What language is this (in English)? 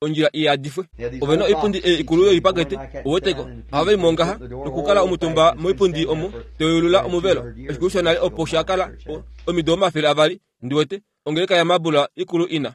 Kuanyama